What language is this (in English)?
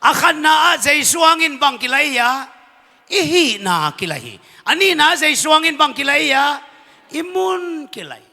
Tedim Chin